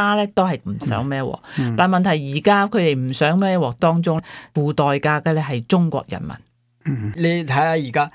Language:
Cantonese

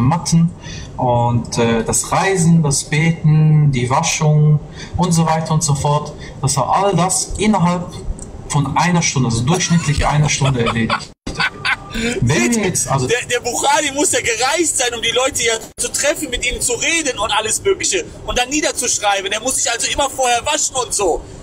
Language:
German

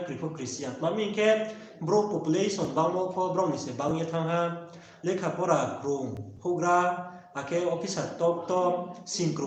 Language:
Riang (India)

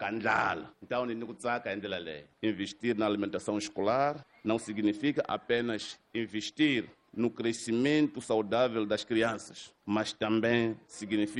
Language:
Tsonga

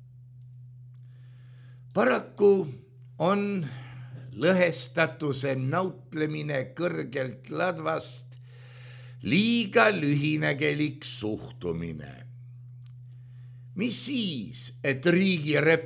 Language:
Estonian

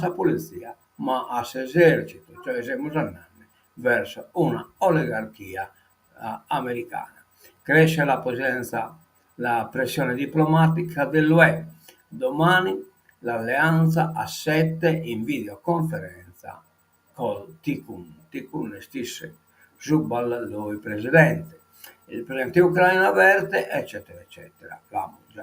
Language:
Sardinian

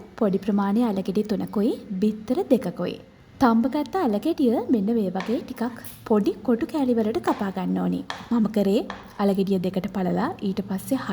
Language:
Sinhala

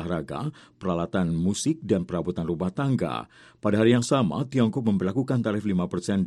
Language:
Indonesian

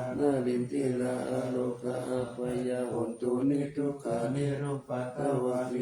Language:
Pali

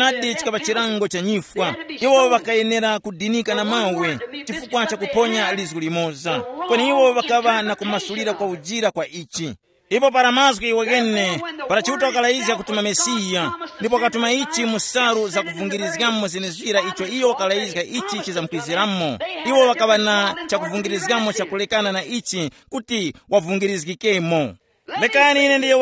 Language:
Tumbuka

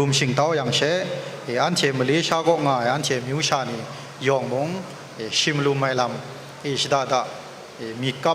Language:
Kachin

